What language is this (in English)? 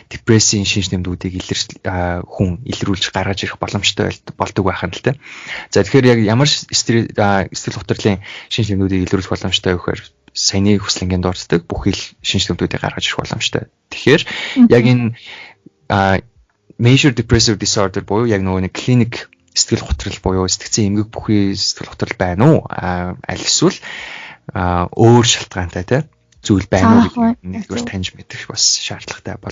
Mongolian